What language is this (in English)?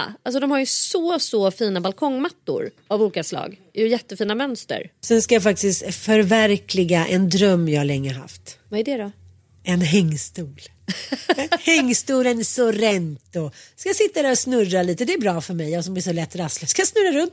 Swedish